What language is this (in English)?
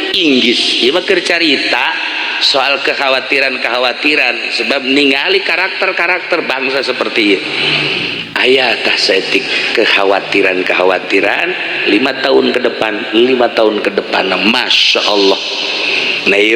Sundanese